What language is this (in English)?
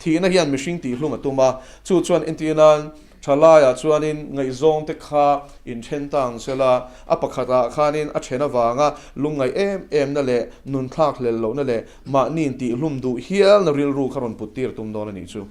Mizo